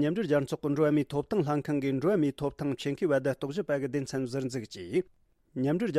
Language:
Tibetan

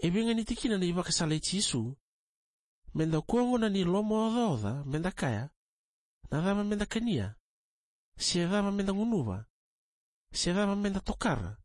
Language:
Fijian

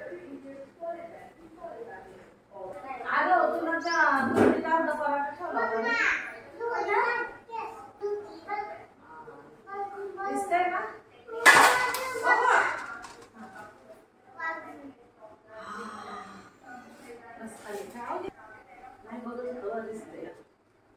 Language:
Marathi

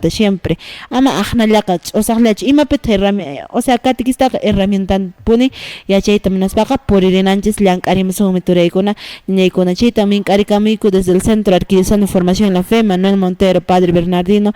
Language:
Quechua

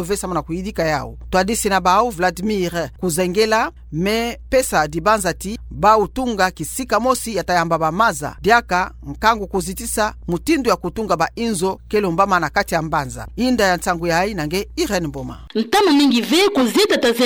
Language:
Kituba (Democratic Republic of Congo)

